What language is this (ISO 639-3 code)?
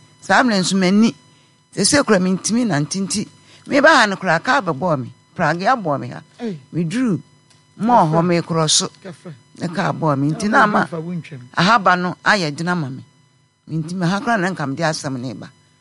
aka